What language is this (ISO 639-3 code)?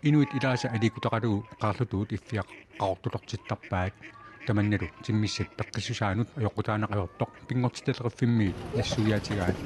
kal